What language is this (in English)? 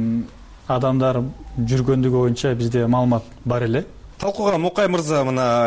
Kyrgyz